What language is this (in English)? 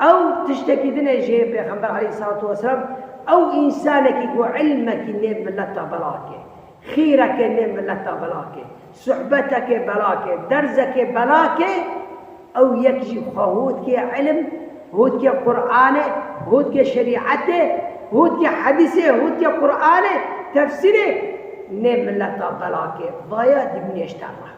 Kurdish